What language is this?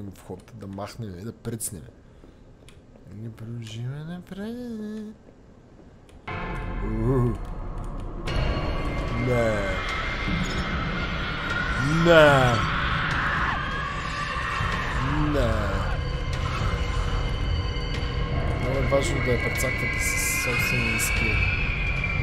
Bulgarian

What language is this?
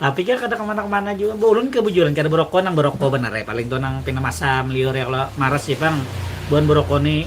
Banjar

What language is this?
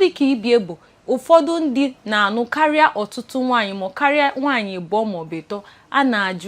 Igbo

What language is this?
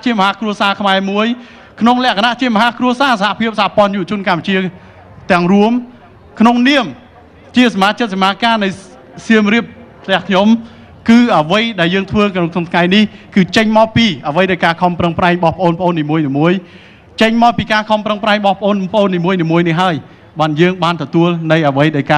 Khmer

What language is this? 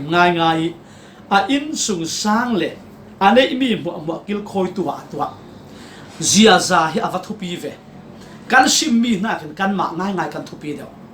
Falam Chin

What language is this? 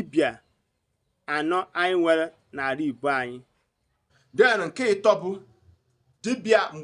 Igbo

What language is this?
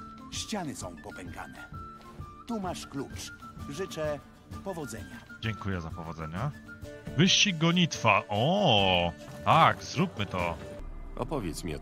Polish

